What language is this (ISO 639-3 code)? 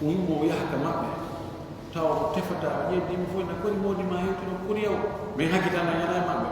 fuf